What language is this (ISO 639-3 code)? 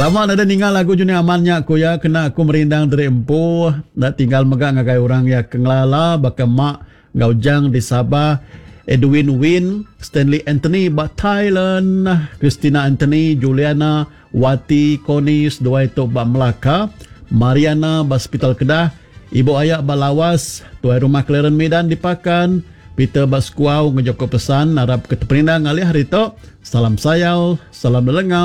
iba